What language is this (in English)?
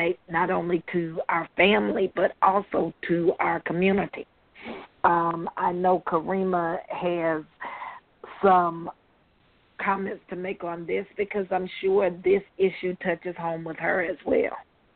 English